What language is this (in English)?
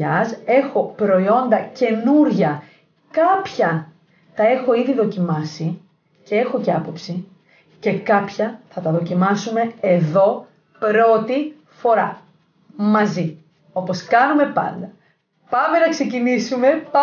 Greek